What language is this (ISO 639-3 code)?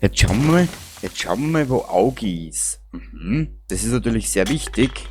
bar